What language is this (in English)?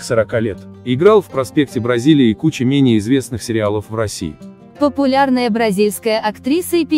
Russian